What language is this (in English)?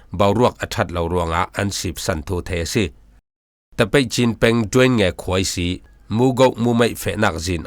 Falam Chin